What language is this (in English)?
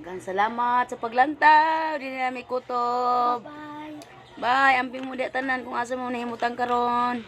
Cebuano